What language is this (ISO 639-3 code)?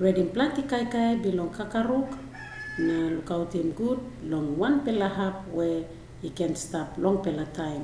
tpi